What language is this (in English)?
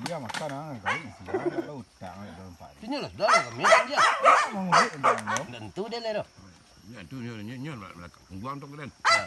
Minangkabau